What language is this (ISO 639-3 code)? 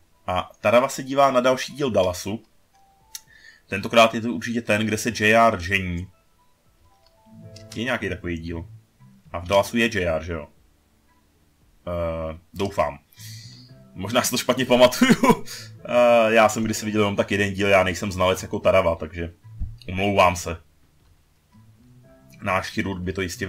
ces